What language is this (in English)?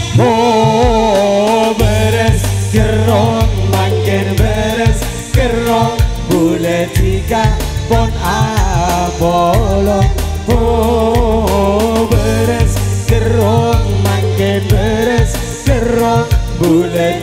Madurese